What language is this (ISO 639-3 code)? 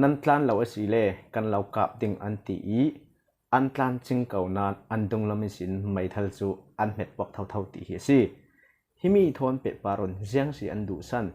cfm